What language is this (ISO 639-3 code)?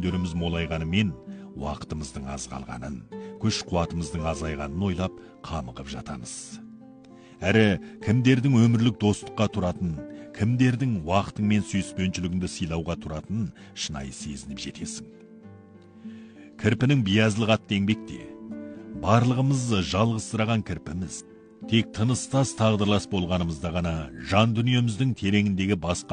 kaz